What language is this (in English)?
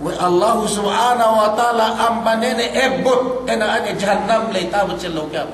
Yakan